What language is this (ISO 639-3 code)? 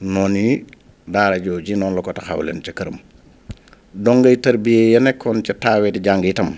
wol